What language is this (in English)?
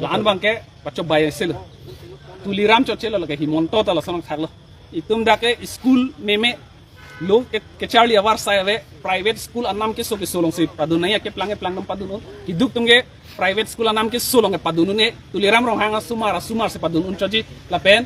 Karbi